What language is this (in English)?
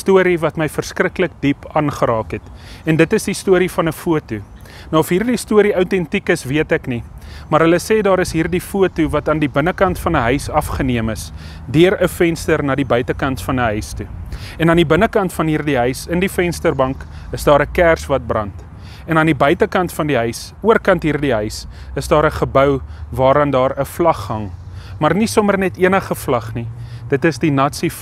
Afrikaans